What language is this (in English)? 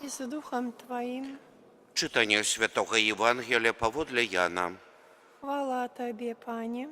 Belarusian